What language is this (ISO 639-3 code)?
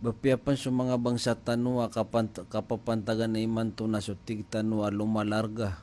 mrw